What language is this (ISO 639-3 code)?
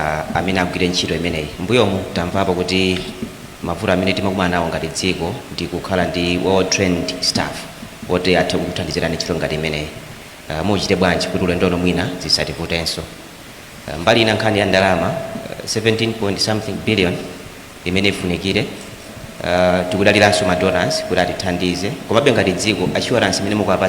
nya